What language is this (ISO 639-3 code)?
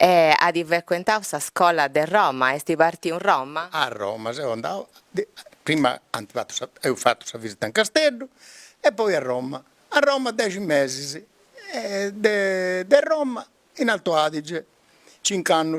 srd